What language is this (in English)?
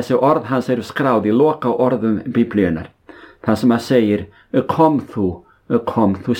Icelandic